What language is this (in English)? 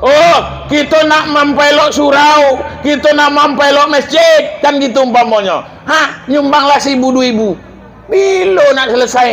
Minangkabau